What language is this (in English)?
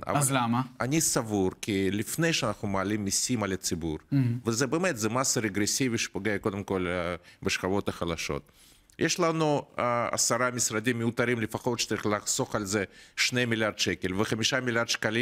Hebrew